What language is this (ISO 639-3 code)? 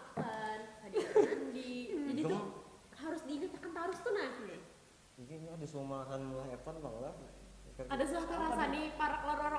bjn